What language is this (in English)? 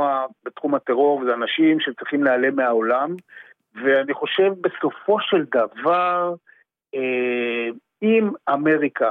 Hebrew